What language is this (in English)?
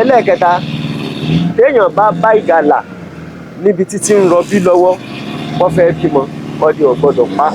Yoruba